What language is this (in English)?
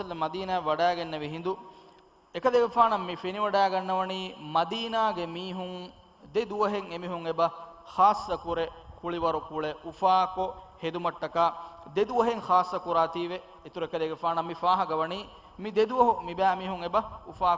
Divehi